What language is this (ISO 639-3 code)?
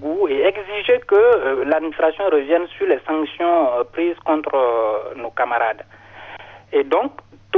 fra